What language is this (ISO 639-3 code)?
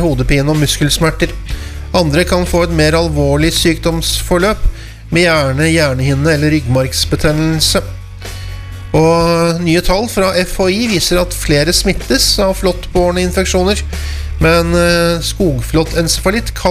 nor